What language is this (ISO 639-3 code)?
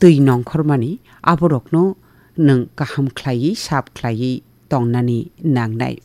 trp